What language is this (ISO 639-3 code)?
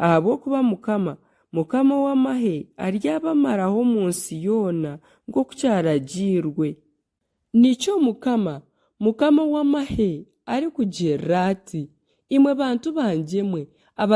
nyn